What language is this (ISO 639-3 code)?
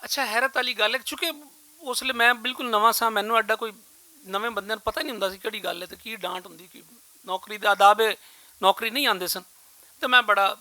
lah